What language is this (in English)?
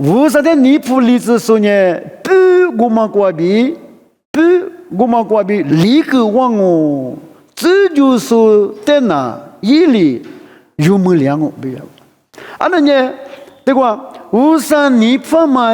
Lisu